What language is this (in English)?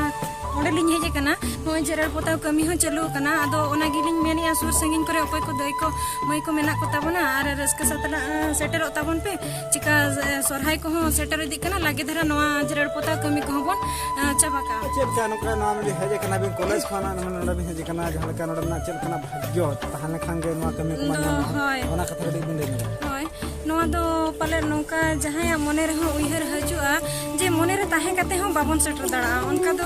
Santali